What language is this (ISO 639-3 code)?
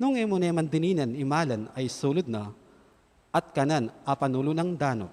pam